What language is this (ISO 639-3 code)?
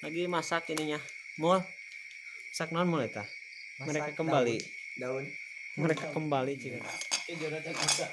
sun